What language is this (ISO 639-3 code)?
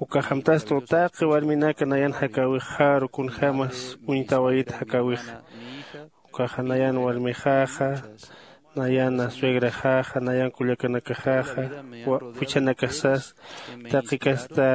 aym